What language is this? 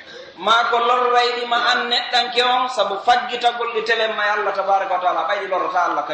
Pular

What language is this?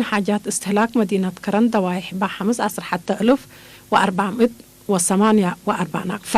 Tigre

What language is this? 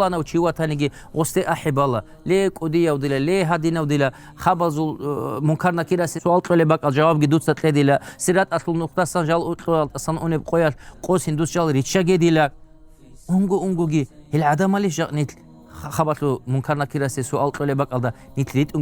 Avaric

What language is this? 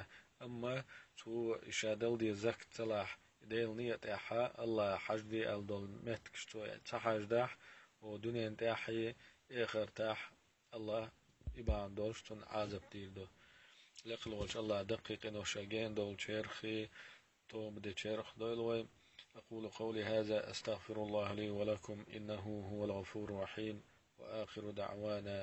Chechen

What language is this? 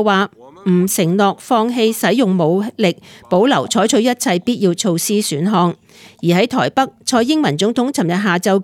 Cantonese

